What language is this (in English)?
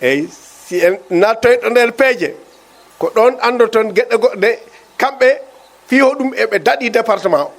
Fula